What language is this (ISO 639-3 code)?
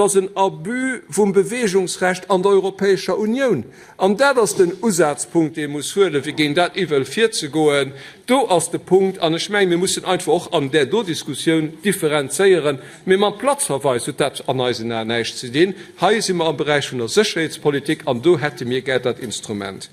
ltz